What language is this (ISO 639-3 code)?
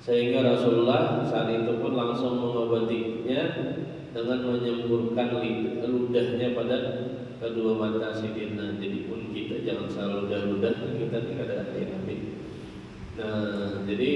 bjn